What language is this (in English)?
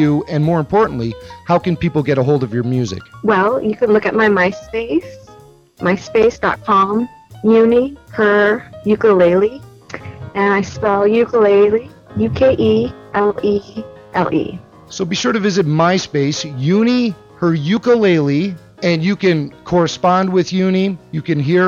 English